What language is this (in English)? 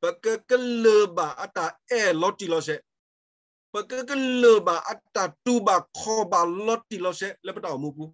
S'gaw Karen